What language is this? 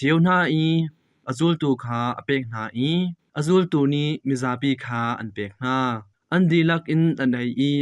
Hakha Chin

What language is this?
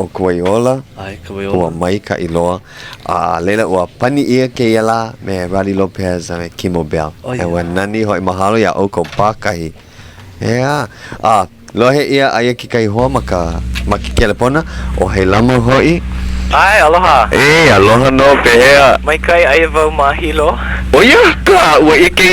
Hawaiian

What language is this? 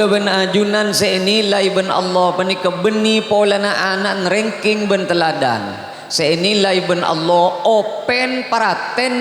Madurese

